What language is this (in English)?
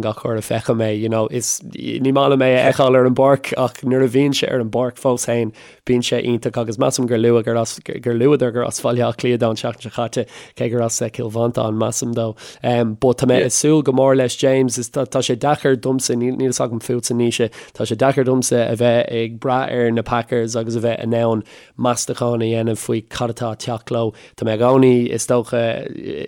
Irish